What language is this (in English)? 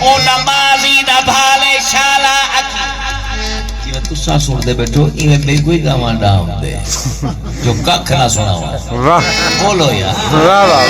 Saraiki